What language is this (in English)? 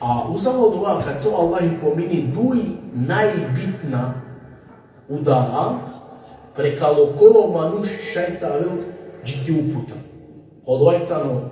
Balkan Romani